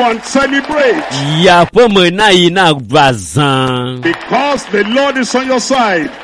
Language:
Ewe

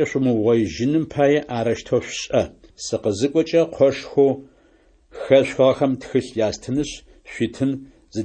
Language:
Adyghe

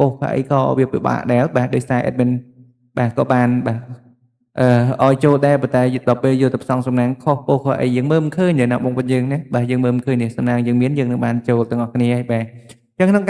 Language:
Khmer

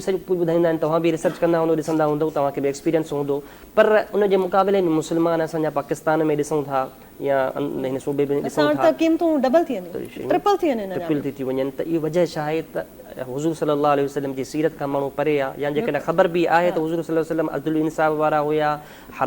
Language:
Sindhi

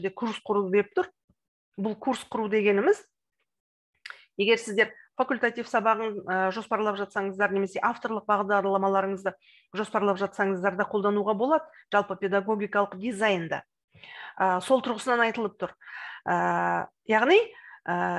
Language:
Kazakh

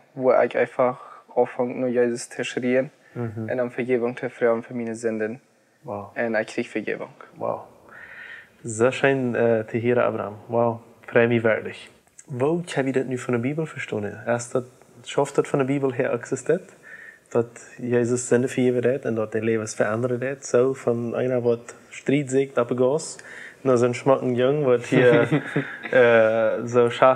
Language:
Plautdietsch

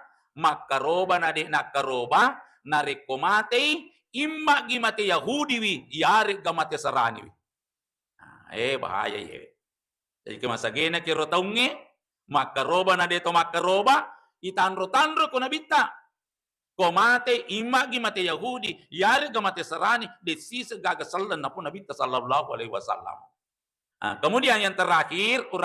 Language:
Buginese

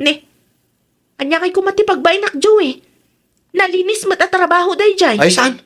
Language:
Iloko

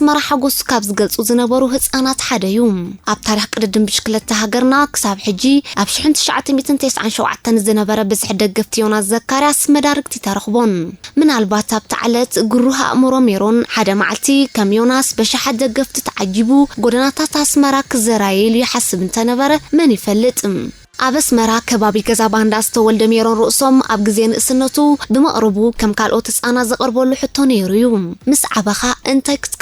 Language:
Tigrinya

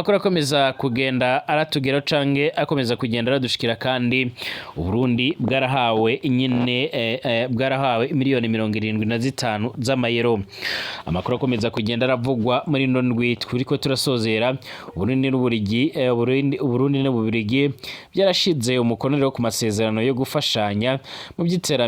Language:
Rundi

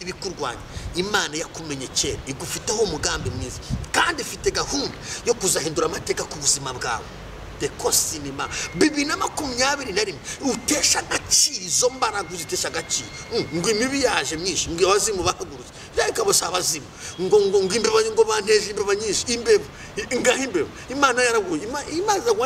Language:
Kinyarwanda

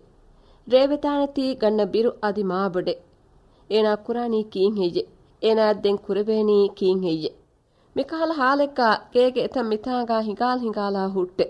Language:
Divehi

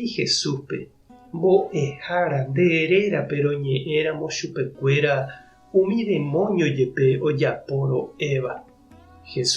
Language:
Guarani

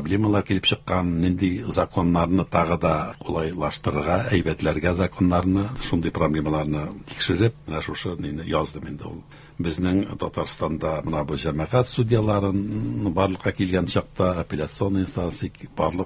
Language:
Tatar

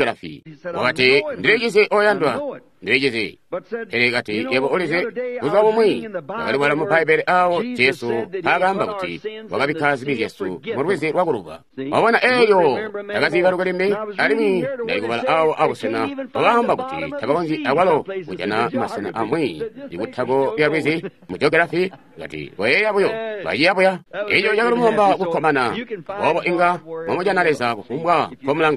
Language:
Tonga (Zambia)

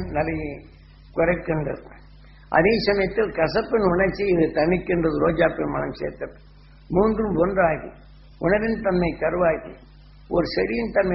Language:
Tamil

